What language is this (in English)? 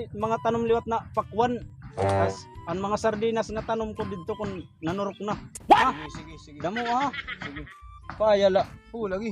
Waray